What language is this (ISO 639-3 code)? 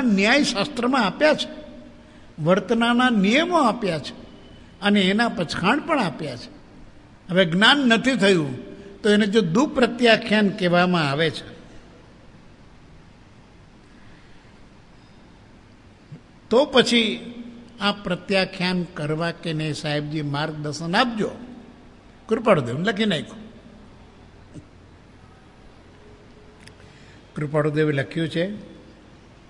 guj